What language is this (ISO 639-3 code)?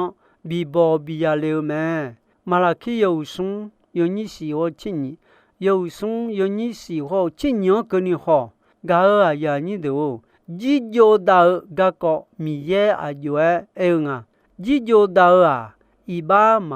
ahk